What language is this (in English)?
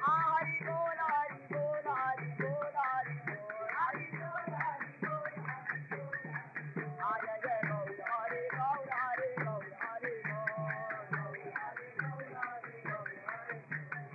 Hindi